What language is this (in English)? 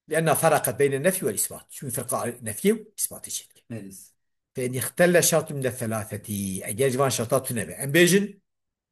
Kurdish